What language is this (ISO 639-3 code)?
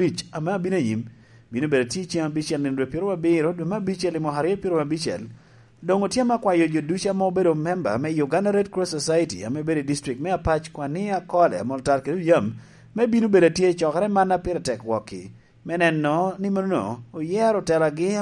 laj